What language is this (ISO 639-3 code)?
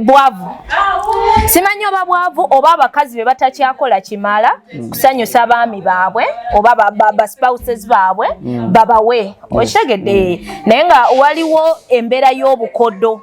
lug